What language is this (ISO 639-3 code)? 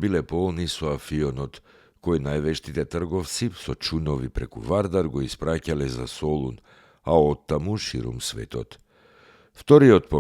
mkd